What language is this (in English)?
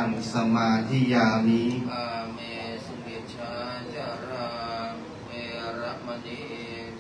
Pali